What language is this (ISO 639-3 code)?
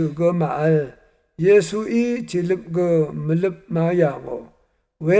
raw